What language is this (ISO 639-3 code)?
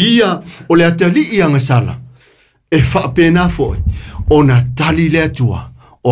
smo